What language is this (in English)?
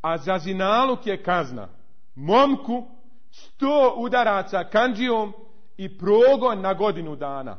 Bosnian